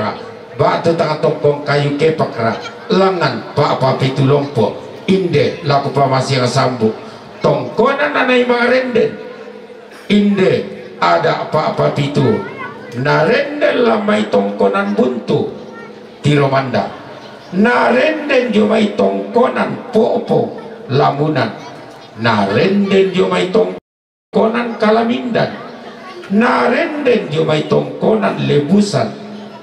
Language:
Toraja-Sa'dan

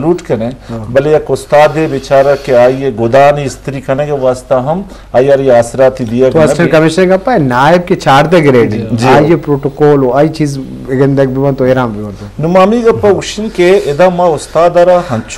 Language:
Eastern Balochi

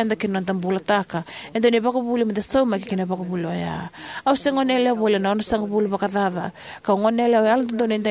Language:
Fijian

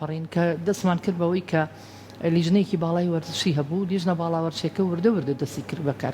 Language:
Central Kurdish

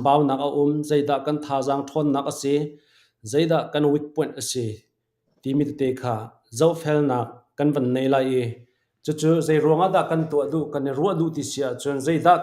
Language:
Hakha Chin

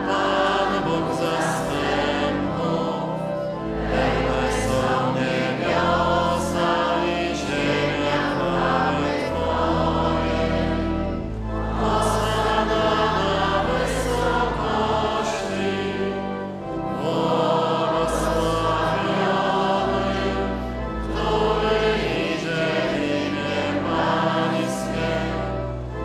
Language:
Polish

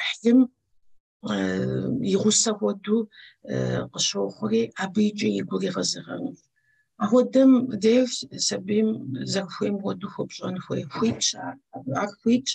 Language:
Kabardian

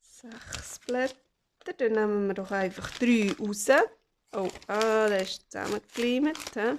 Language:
Swiss German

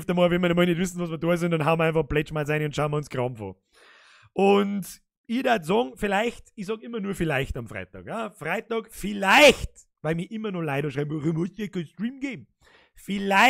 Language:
Bavarian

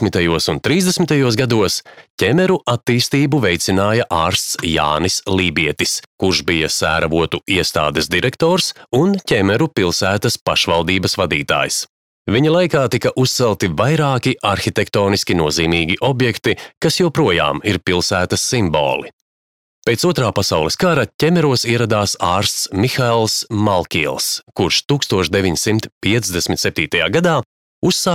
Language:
Latvian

